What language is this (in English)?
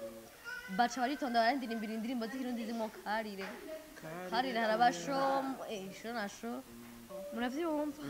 Rundi